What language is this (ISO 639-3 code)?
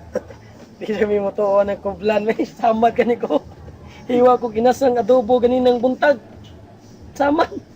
ceb